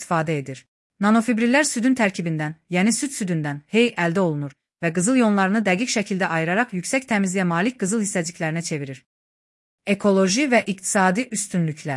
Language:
Azerbaijani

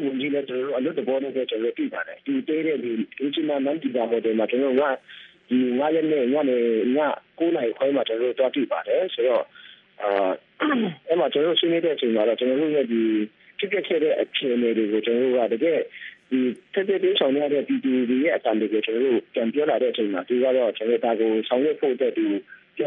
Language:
Burmese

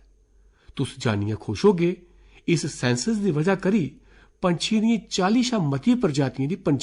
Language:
Dogri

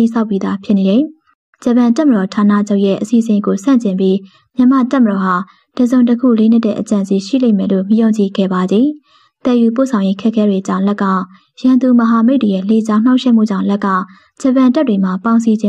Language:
Burmese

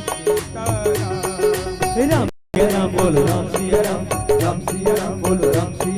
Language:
Chhattisgarhi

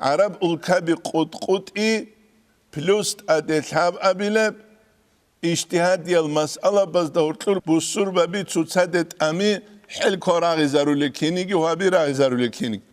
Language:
Avaric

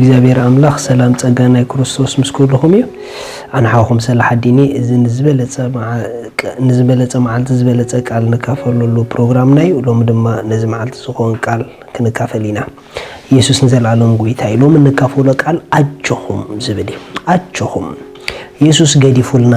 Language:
Tigrinya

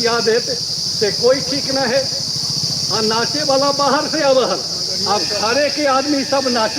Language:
Magahi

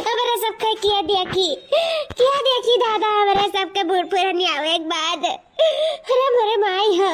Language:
Awadhi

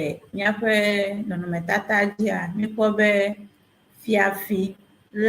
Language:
Ewe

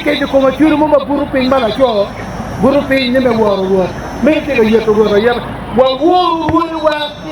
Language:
Acoli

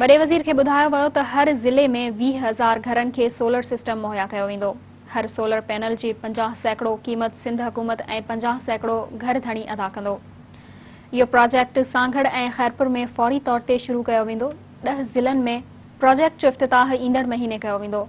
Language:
Sindhi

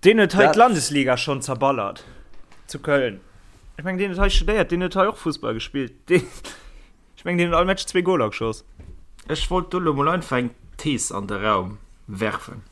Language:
Luxembourgish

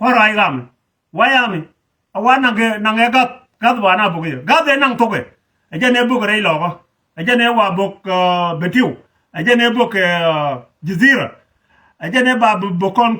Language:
Nuer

